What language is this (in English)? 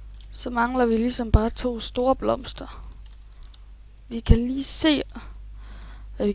Danish